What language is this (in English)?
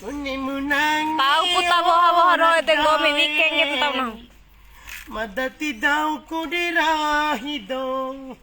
Bima